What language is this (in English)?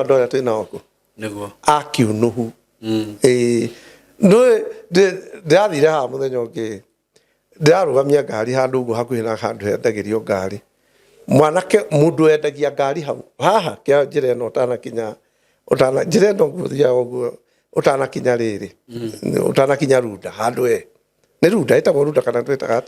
Kikuyu